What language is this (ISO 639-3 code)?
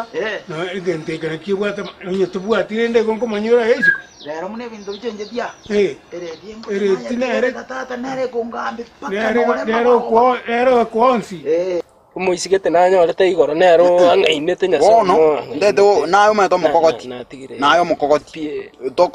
guz